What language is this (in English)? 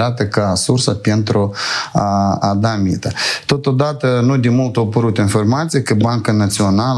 Romanian